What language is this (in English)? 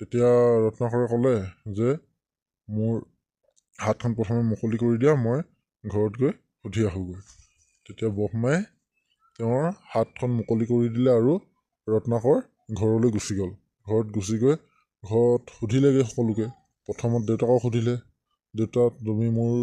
Assamese